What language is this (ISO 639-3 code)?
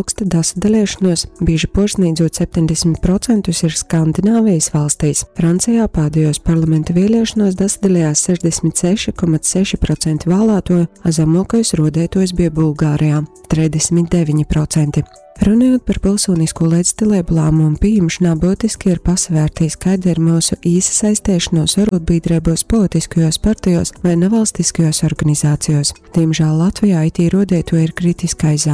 ltg